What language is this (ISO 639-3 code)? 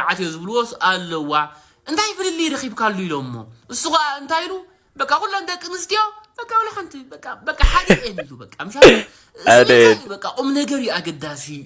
tir